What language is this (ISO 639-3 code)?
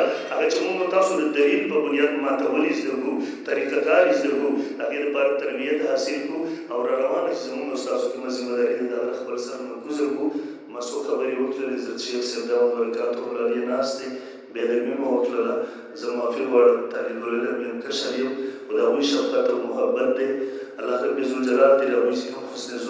pus